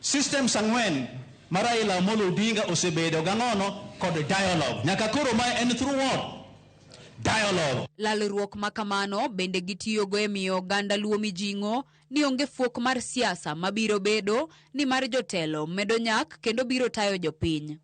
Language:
Luo (Kenya and Tanzania)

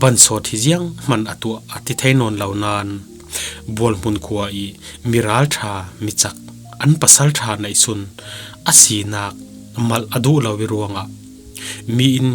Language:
Falam Chin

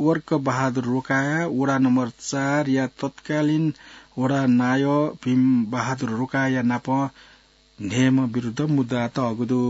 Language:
Newari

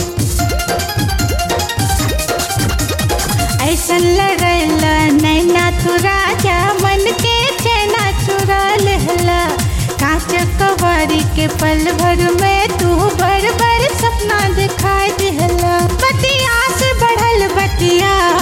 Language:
Bhojpuri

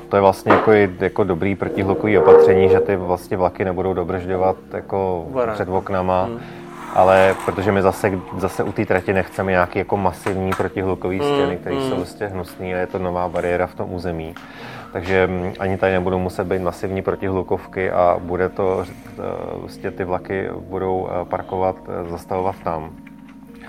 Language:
Czech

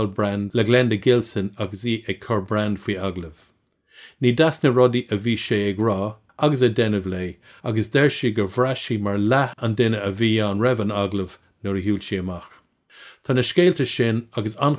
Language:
Irish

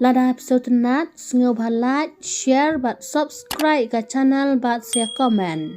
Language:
Khasi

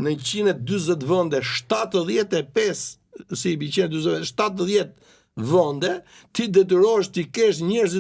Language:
Albanian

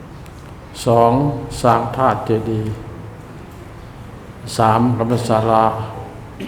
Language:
Lao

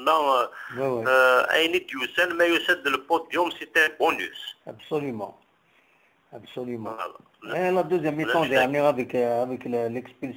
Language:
Kabyle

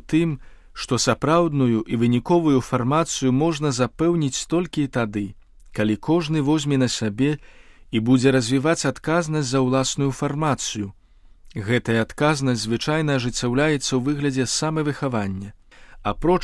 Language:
Belarusian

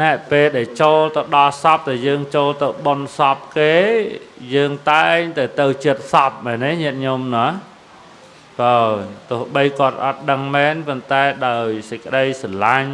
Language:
Khmer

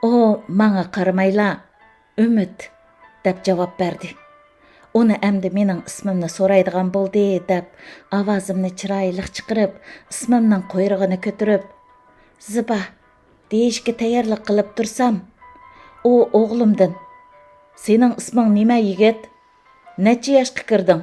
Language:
Uyghur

